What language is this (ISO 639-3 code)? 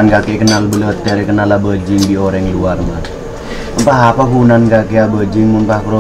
mad